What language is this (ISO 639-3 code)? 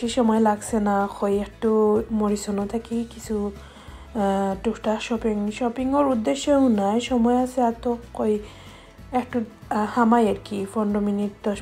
syl